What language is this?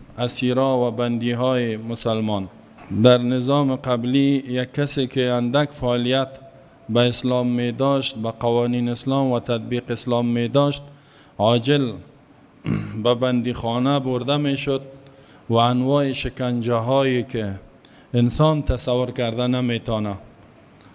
Persian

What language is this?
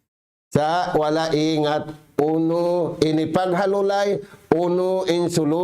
Tausug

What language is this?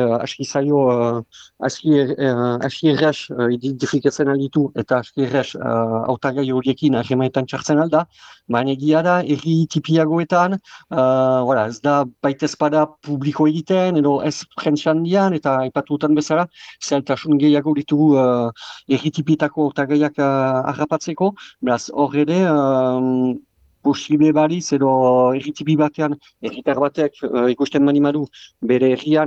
Basque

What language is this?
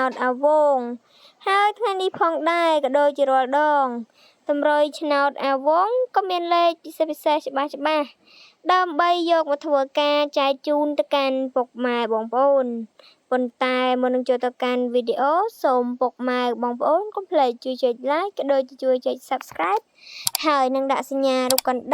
Khmer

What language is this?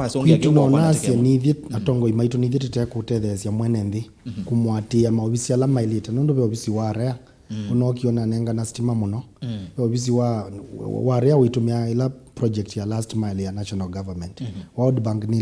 Kamba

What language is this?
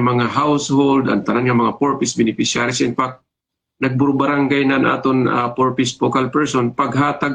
Waray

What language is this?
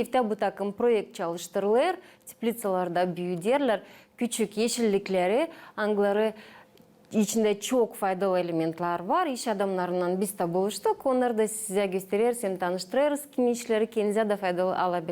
Gagauz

